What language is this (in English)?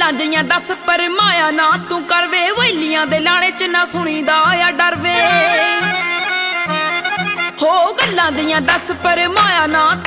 Punjabi